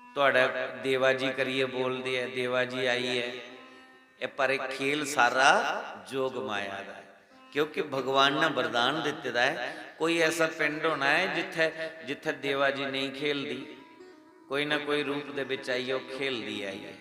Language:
Dogri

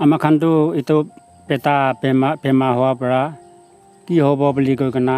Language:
Naga Pidgin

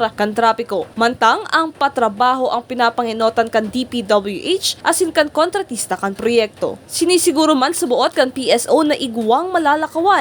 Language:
Bikol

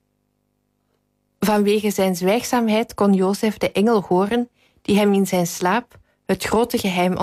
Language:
Dutch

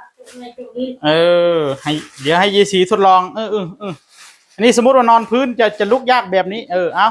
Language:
Northeastern Thai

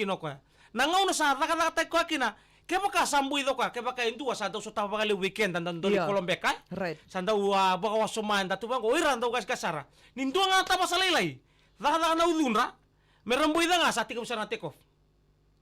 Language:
Fijian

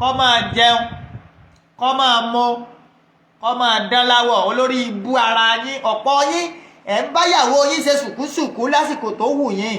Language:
Yoruba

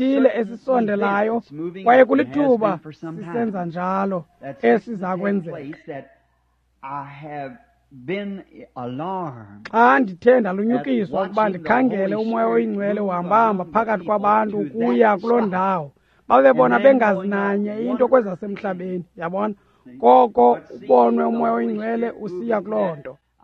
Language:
Xhosa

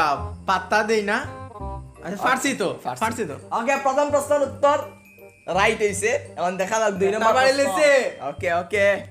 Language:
Sylheti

